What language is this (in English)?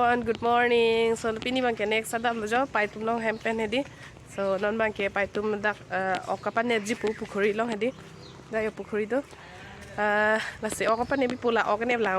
Karbi